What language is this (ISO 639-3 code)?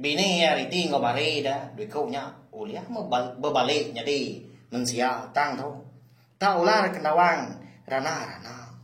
iba